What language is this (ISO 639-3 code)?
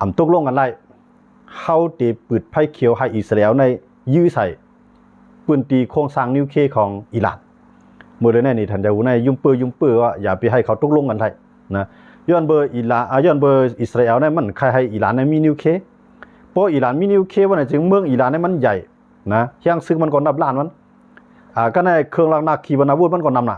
shn